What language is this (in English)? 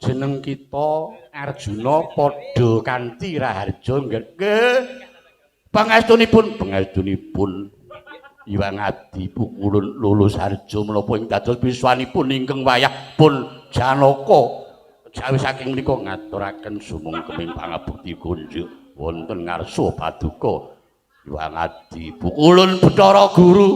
Javanese